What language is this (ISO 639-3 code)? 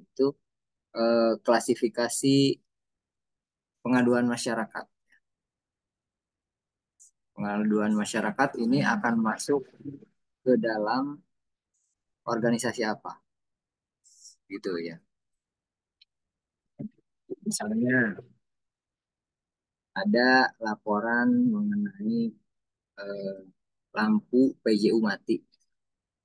ind